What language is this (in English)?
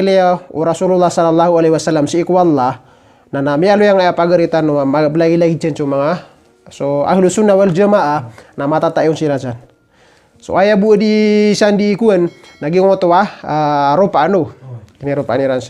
Maranao